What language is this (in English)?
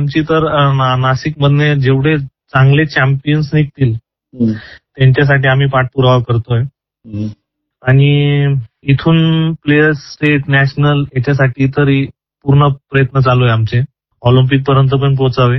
Marathi